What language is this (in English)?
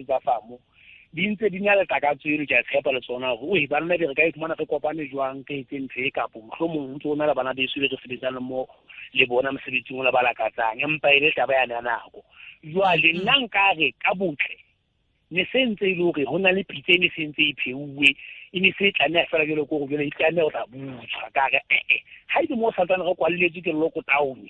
Southern Sotho